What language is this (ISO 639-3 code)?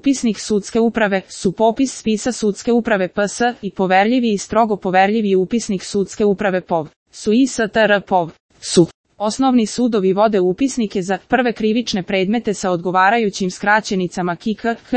srp